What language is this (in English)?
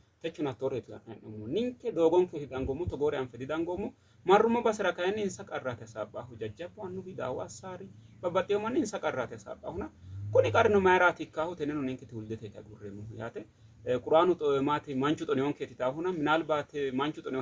Sidamo